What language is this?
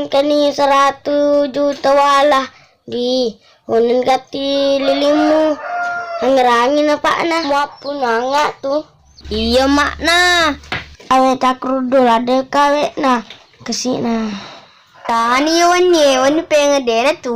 Buginese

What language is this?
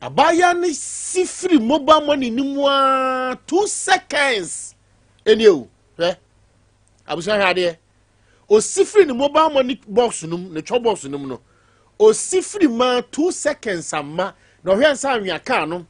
Akan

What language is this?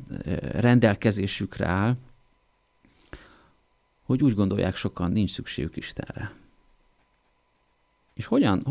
Hungarian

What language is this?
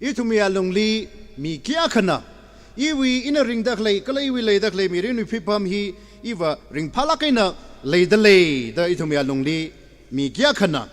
Tangkhul Naga (India)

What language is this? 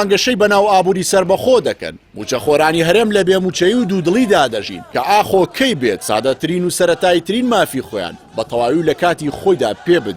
Central Kurdish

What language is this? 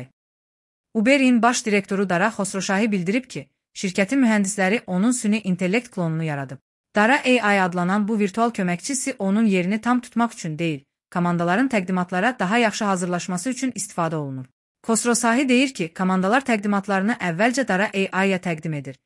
Azerbaijani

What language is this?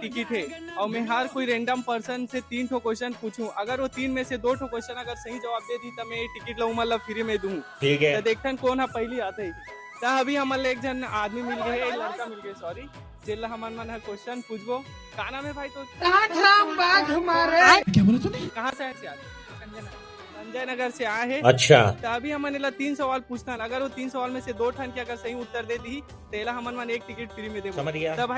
Chhattisgarhi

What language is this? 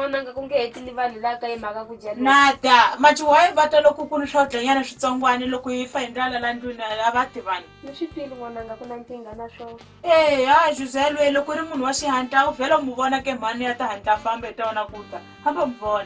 Tsonga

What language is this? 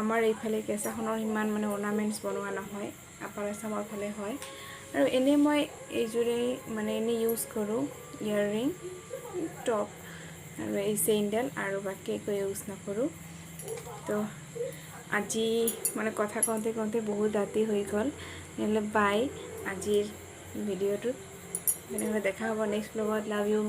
Assamese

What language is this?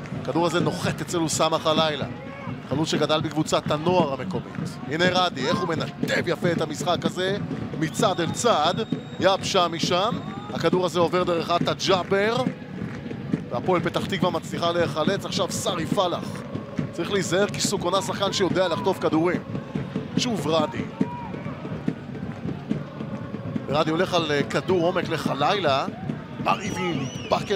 Hebrew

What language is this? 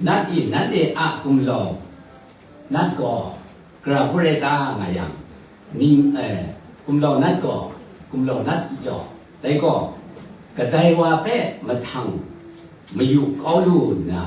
Kachin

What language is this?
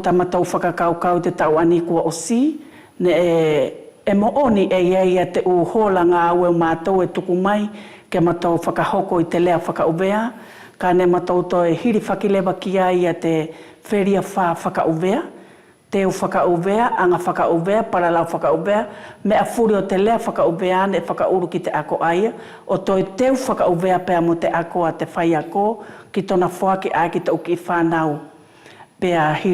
Wallisian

